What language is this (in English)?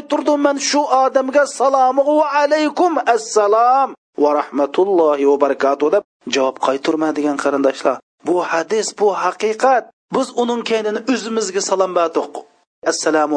Uyghur